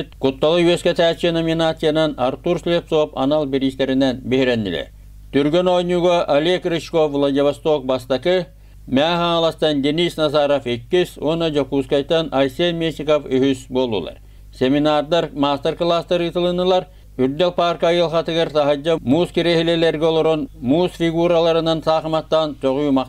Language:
Yakut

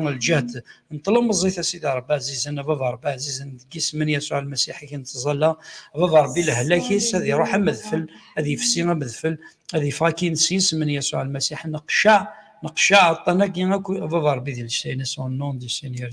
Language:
Kabyle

